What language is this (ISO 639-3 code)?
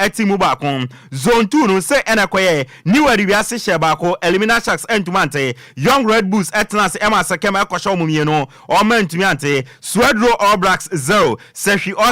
aka